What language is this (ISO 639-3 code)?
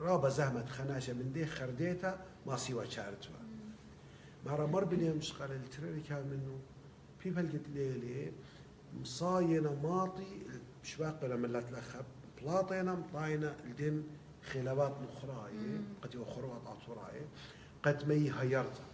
aii